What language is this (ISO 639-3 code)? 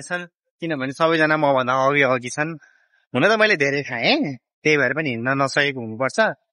nep